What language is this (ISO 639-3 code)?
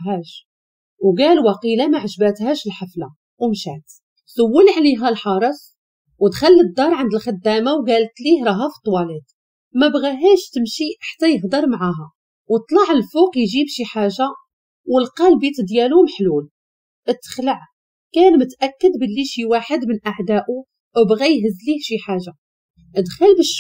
ary